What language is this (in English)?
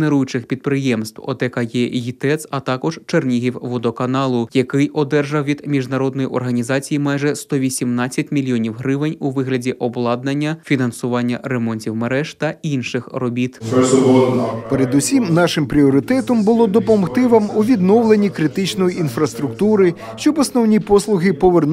Ukrainian